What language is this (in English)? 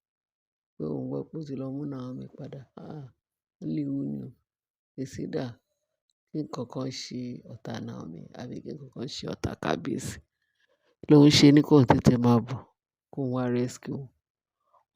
Yoruba